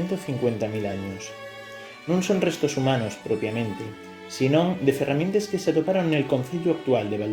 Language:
Asturian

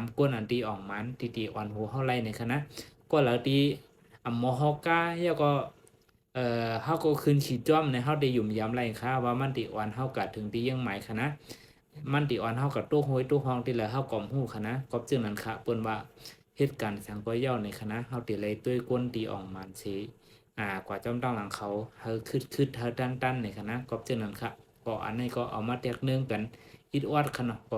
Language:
Shan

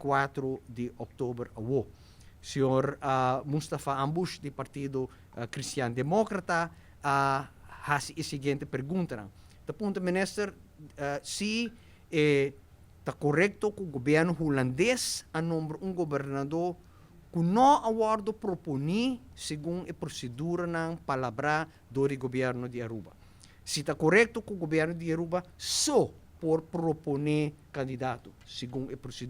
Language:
Papiamento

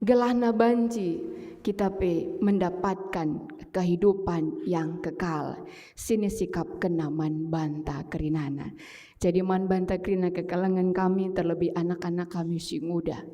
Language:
Batak Karo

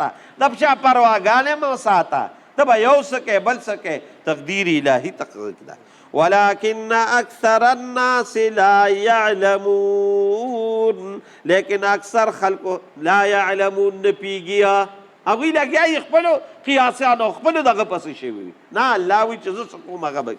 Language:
Pashto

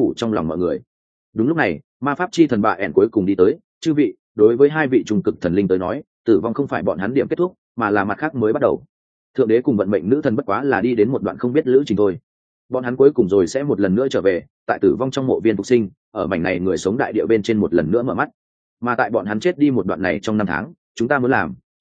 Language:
Vietnamese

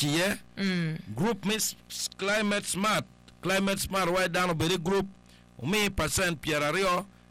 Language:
Acoli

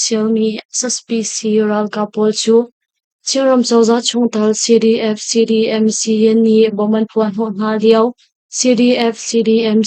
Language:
Hakha Chin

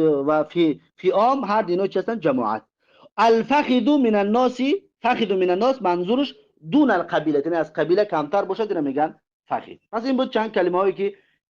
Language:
Tajik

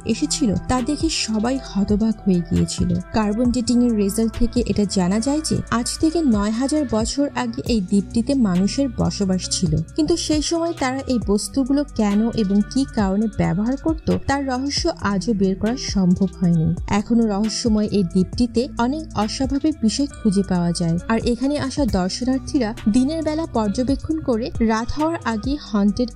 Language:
Bangla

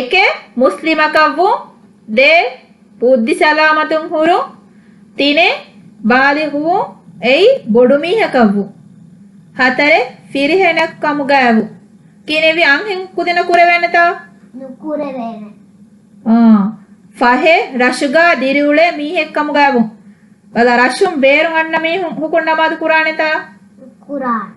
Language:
Divehi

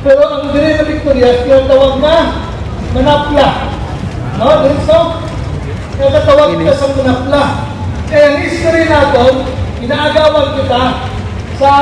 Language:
Hiligaynon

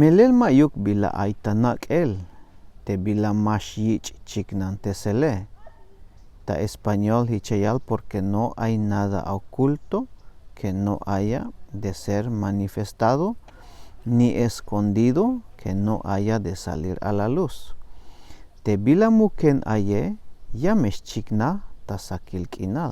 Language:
Tzeltal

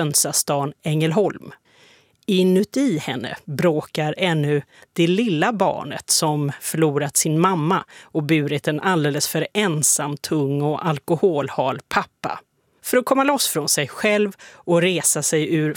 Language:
Swedish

